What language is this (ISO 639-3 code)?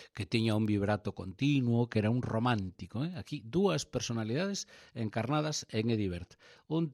glg